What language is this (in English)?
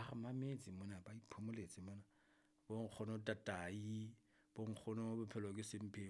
Southern Sotho